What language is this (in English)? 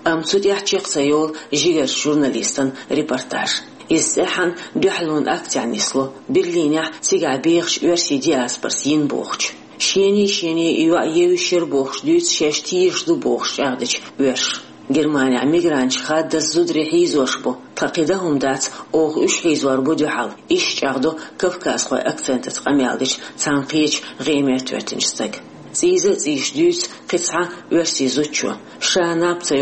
Chechen